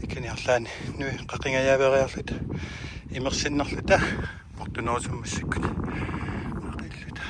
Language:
Kalaallisut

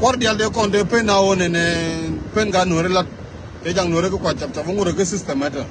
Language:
Nuer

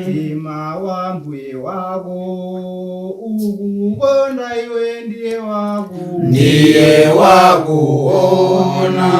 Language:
Nyanja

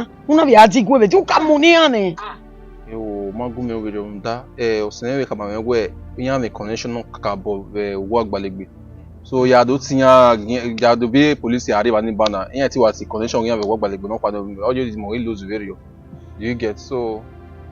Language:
Bini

